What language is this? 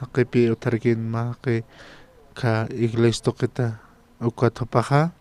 Aymara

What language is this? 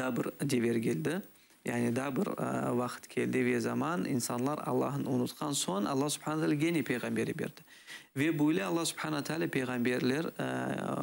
Crimean Tatar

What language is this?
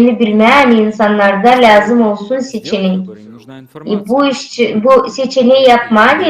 Gagauz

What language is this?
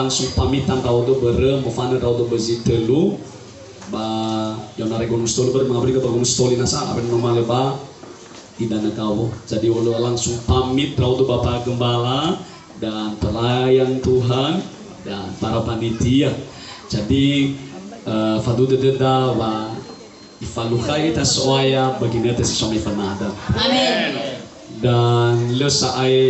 Nias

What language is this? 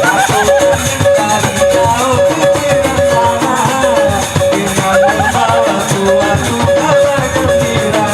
Sasak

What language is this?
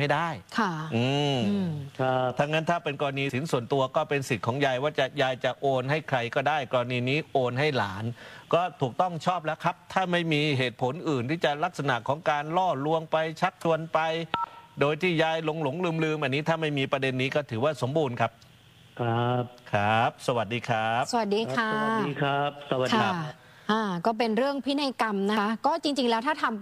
Thai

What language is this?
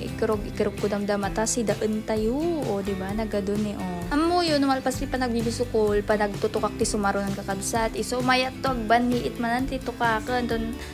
Iloko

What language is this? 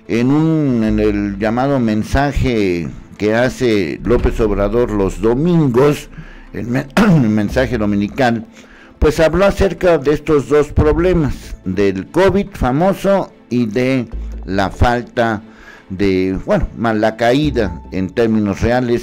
Spanish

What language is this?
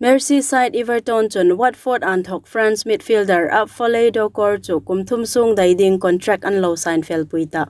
Hmar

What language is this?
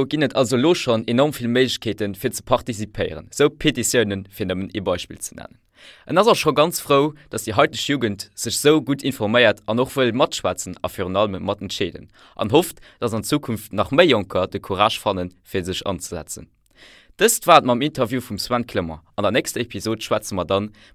Luxembourgish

